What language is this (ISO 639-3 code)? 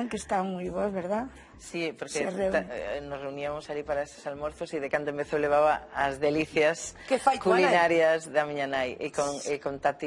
glg